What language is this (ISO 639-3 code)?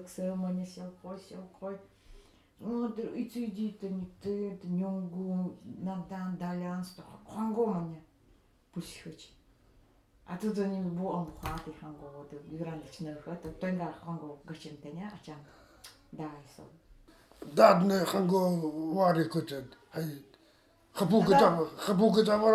gld